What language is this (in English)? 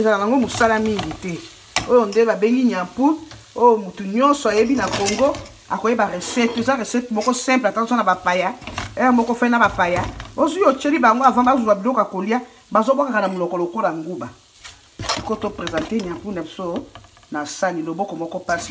Lingala